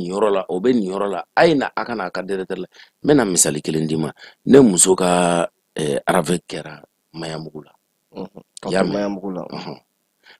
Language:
Bambara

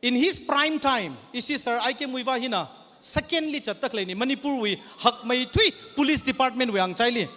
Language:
Tangkhul Naga (India)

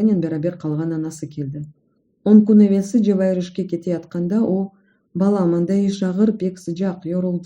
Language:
Crimean Tatar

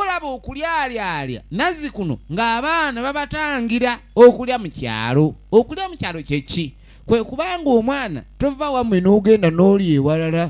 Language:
Soga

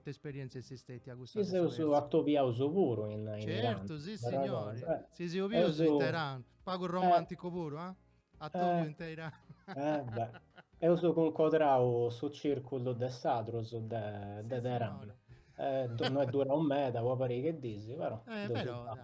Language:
Sardinian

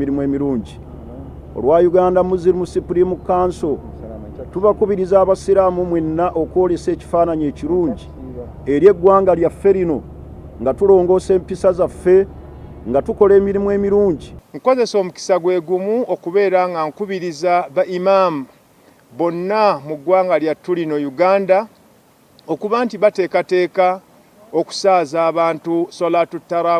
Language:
Ganda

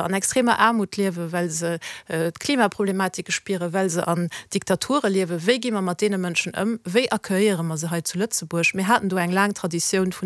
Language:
Luxembourgish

